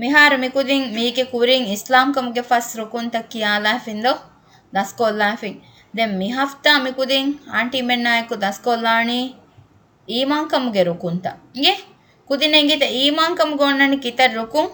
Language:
Divehi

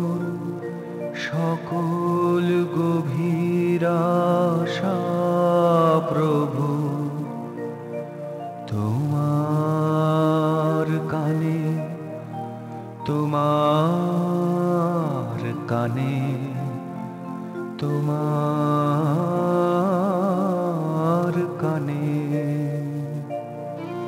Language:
Bangla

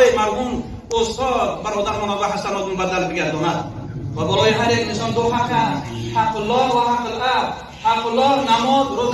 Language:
Tajik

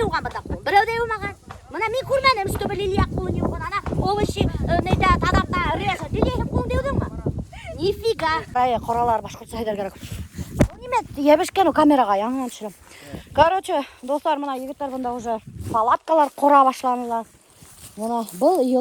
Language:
Bashkir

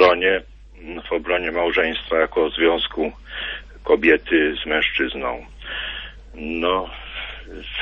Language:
Polish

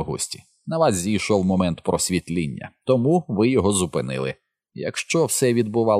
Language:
Ukrainian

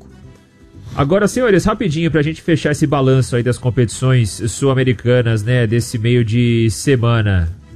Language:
Portuguese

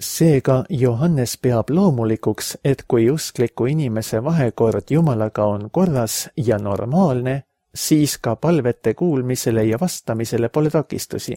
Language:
Estonian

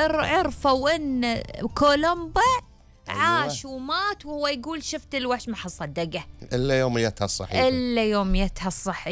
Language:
Gulf Arabic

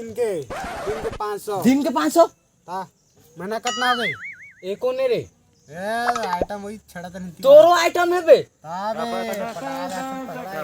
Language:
Chhattisgarhi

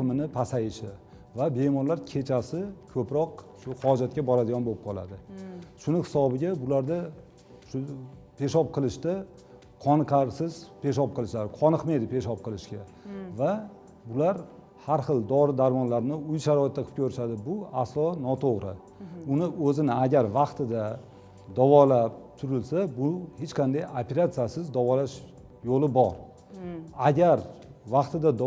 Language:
Uzbek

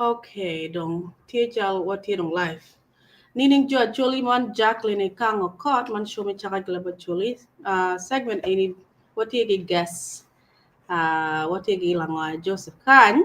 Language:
Acoli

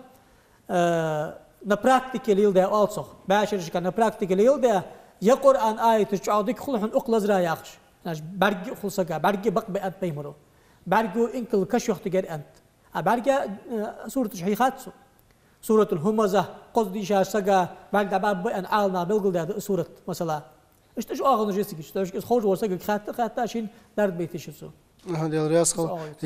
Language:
Ingush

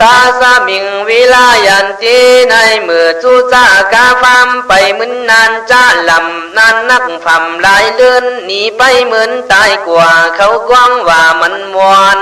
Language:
Khün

